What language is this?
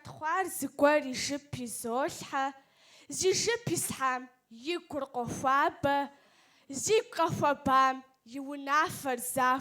Kabardian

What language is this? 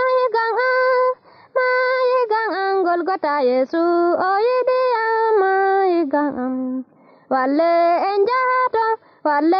Nigerian Fulfulde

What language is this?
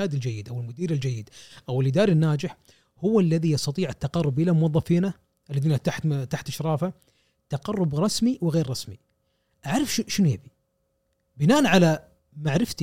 Gulf Arabic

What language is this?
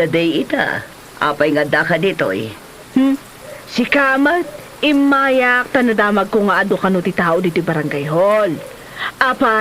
Iloko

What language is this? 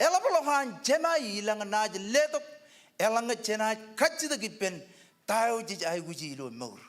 Marshallese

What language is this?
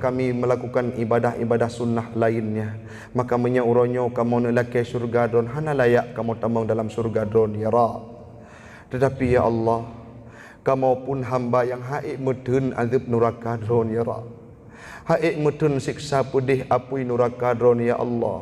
Achinese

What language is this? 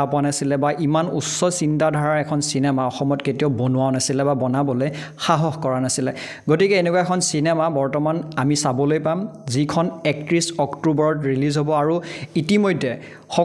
Assamese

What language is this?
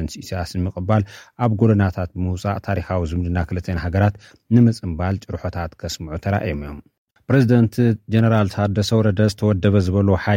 Tigrinya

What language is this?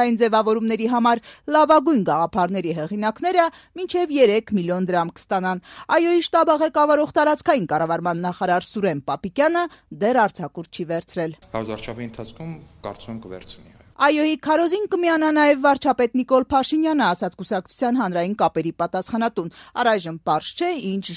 Armenian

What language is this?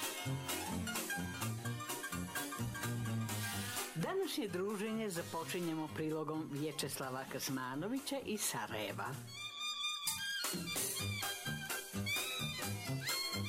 Serbian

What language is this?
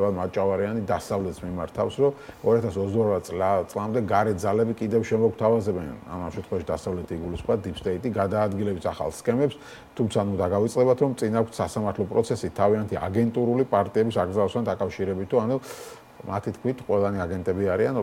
Georgian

